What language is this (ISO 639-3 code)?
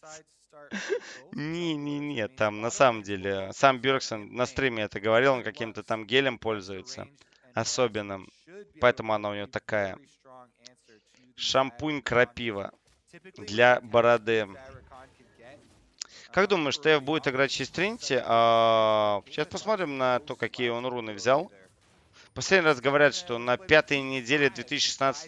rus